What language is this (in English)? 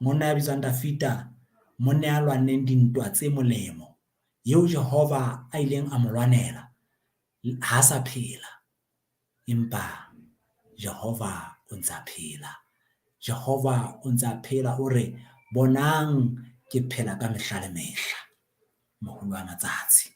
Southern Sotho